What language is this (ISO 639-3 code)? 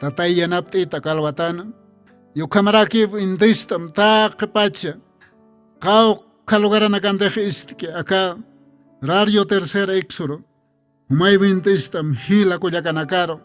aym